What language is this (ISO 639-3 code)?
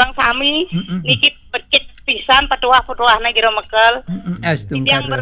ban